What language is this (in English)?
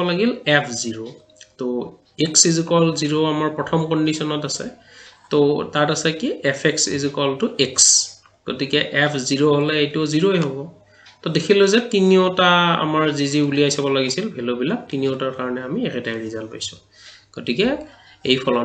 Assamese